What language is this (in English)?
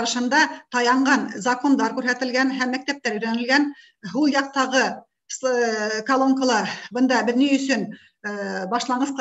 Bashkir